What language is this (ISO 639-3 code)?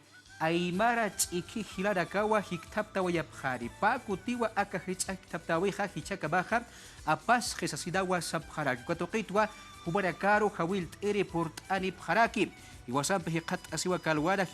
aym